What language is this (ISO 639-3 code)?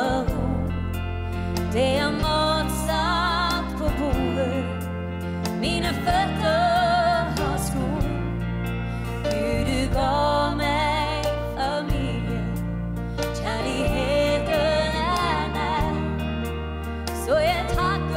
nor